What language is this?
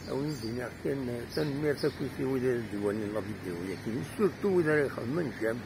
Kabyle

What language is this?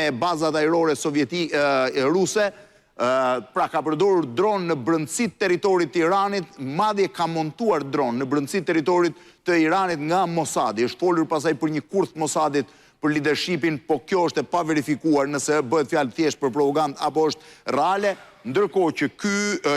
Albanian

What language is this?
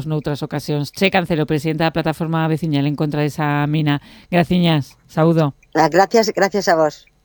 Galician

